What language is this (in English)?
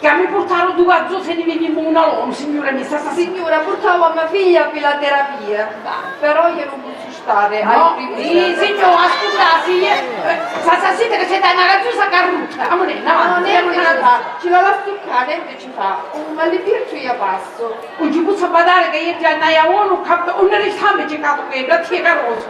Sicilian